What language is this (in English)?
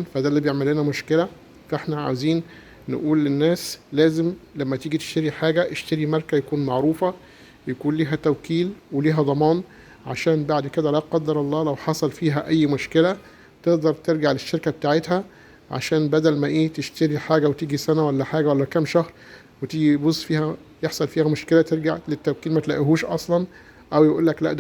Egyptian Arabic